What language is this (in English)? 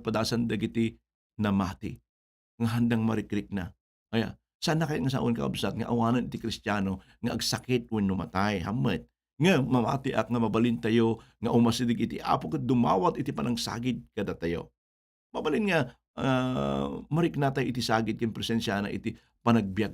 Iloko